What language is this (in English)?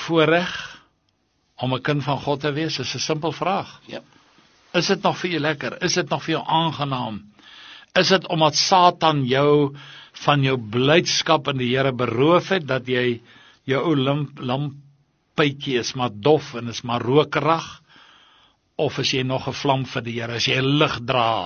Afrikaans